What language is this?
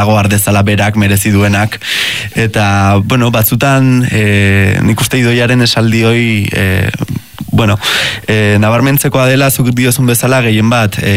Basque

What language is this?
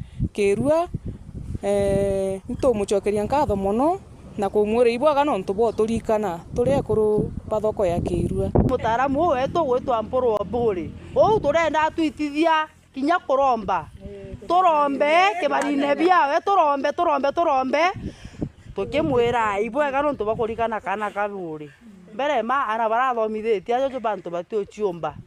Meru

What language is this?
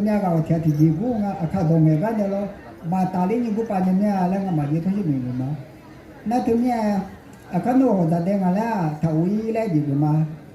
Akha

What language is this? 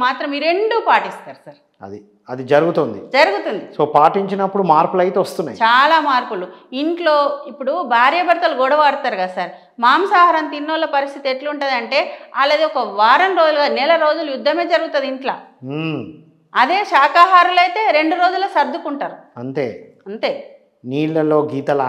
Telugu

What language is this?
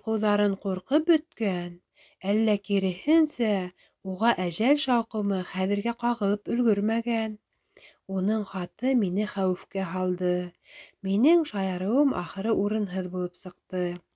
Bashkir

